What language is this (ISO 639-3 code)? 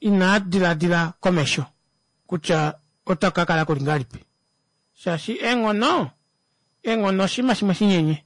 kua